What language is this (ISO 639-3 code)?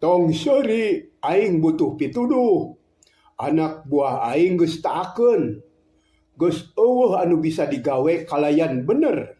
sun